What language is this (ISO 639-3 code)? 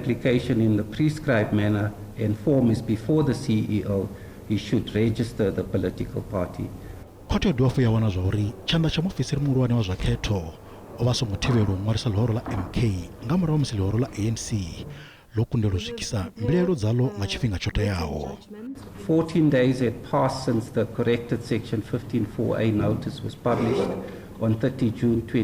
ven